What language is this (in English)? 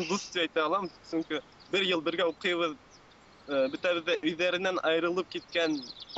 Bashkir